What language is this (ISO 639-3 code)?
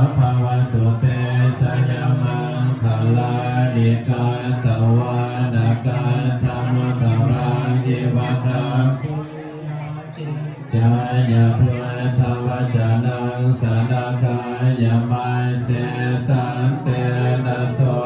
pli